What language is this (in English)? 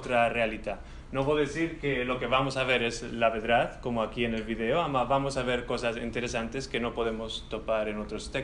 Ladino